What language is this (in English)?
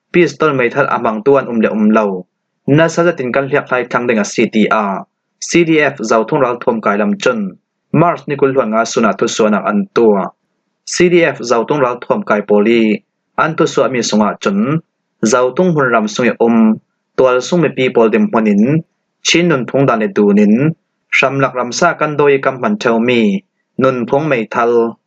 Falam Chin